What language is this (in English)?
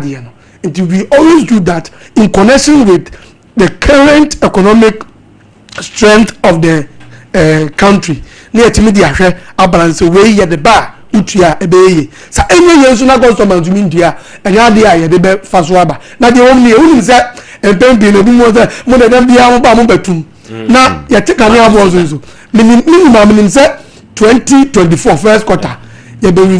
Akan